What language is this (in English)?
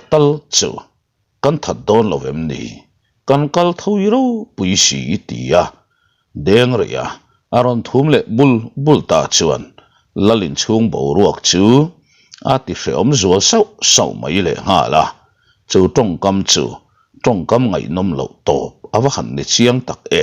Mizo